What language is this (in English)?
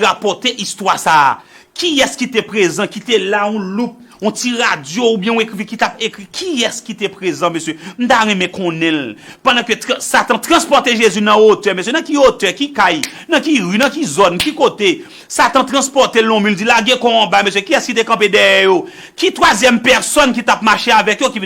Haitian Creole